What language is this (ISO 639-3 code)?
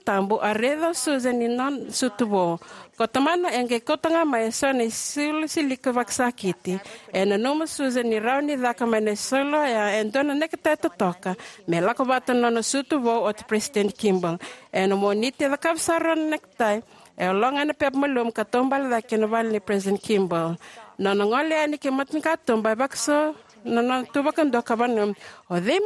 fij